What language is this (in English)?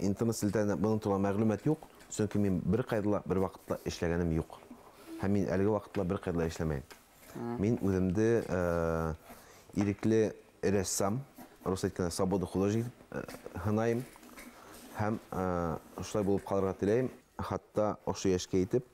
Bashkir